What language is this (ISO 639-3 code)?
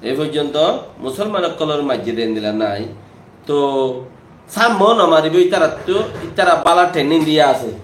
rhg